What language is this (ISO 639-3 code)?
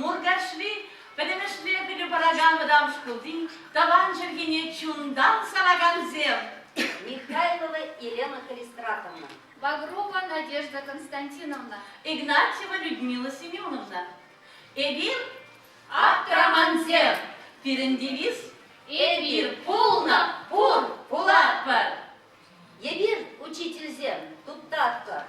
chv